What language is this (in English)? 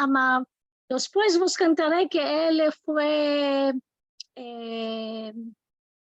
Ladino